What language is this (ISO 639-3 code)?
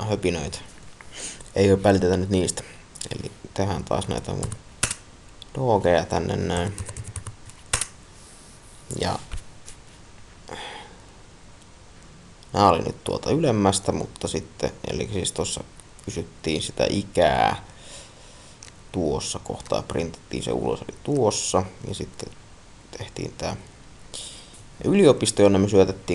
fin